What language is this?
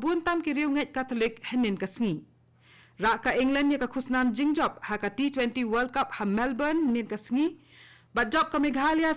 Khasi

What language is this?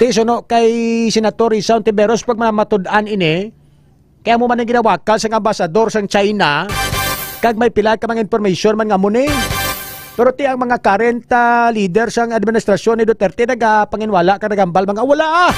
Hiligaynon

